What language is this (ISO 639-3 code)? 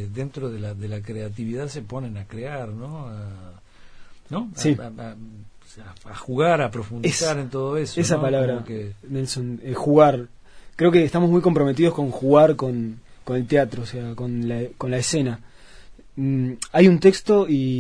spa